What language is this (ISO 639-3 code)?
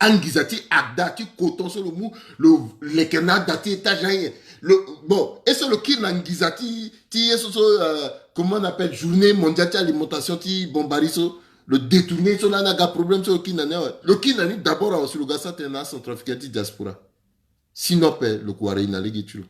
sag